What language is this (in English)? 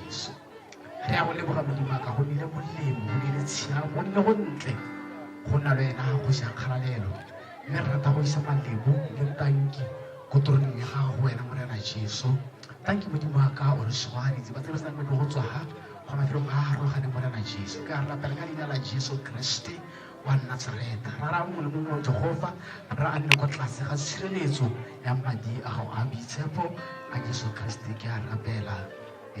Tswana